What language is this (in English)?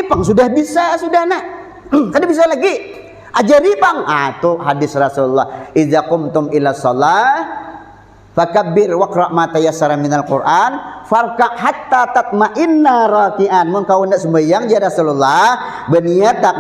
Banjar